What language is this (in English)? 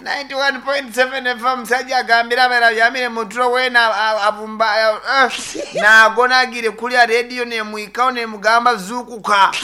Nyankole